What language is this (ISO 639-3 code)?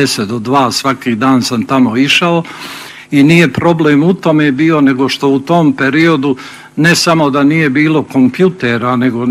bos